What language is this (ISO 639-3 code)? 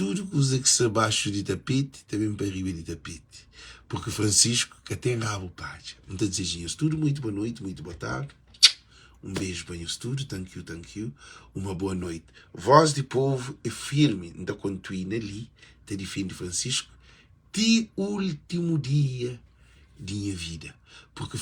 kea